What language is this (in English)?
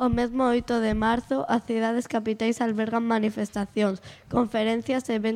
Galician